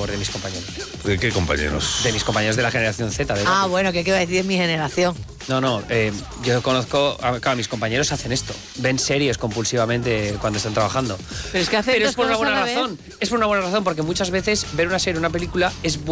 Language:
Spanish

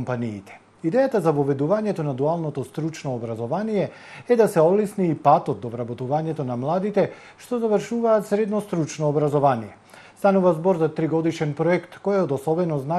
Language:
Macedonian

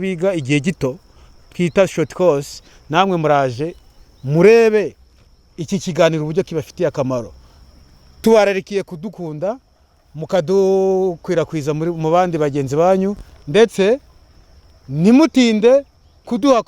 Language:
Kinyarwanda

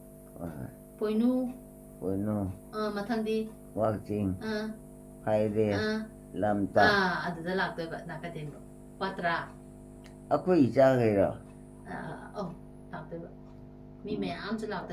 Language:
Manipuri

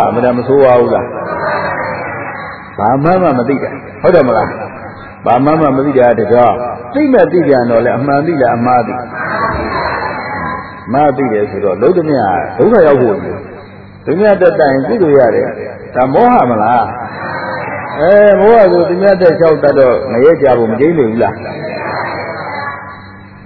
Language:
Burmese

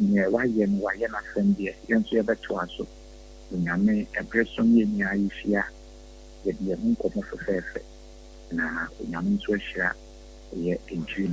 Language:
Akan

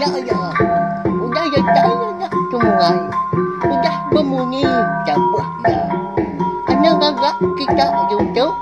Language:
Iban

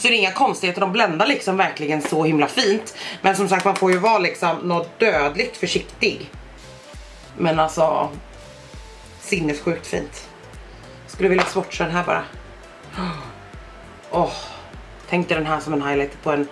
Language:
Swedish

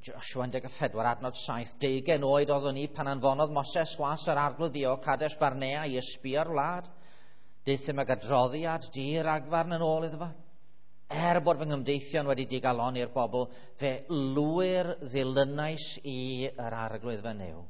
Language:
Welsh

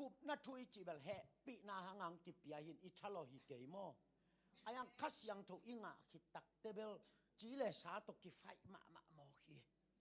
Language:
Tedim Chin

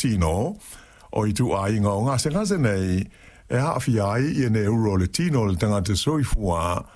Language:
Samoan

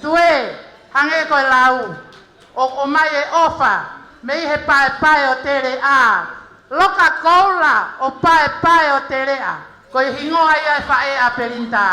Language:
Tongan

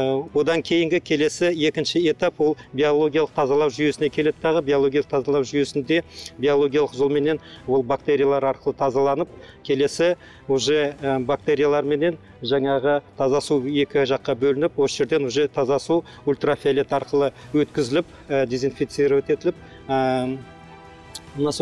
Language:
Kazakh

